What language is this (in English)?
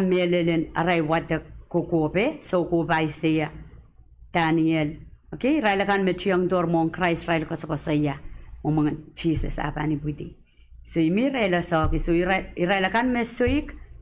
Pohnpeian